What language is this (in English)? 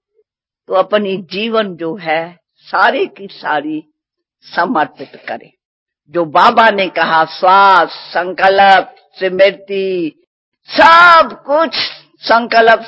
Hindi